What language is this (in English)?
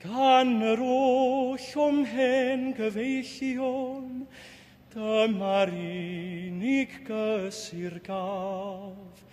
Welsh